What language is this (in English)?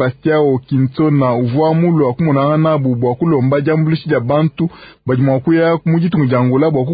Luba-Lulua